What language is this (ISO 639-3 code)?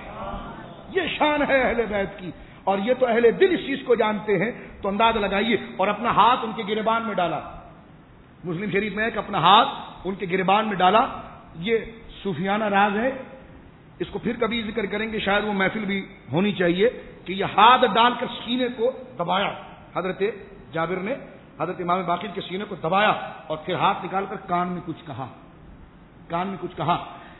urd